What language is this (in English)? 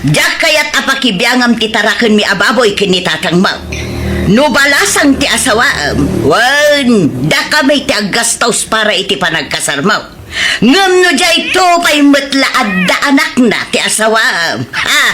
Iloko